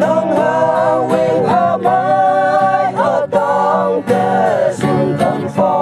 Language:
Naga Pidgin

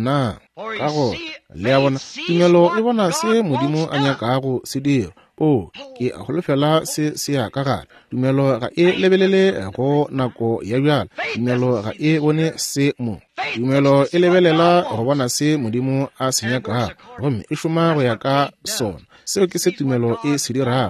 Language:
Northern Sotho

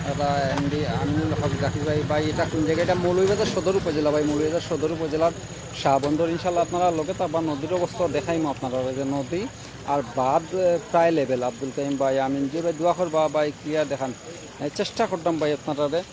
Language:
Sylheti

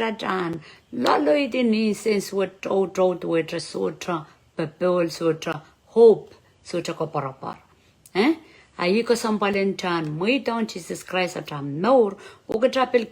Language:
Pohnpeian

